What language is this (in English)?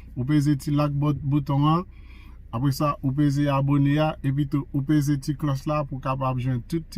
Haitian Creole